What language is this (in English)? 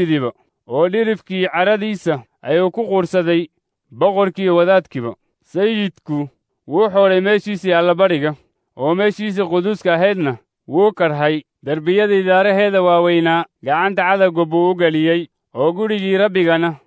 Somali